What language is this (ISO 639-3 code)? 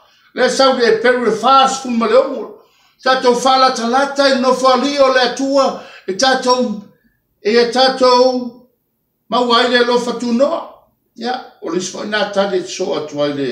smo